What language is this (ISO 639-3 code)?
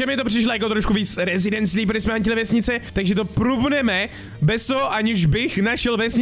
ces